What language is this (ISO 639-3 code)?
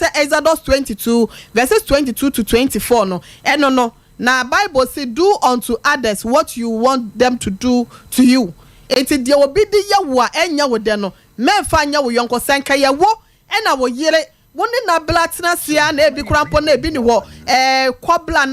aka